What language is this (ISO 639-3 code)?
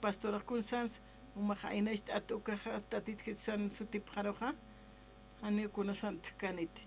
aym